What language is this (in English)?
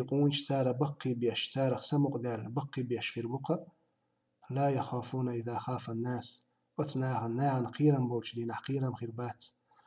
Chechen